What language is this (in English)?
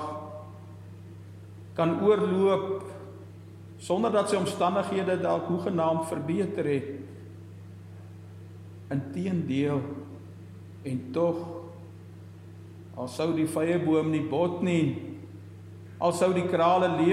Afrikaans